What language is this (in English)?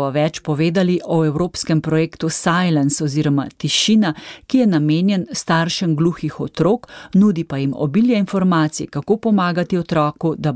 Slovenian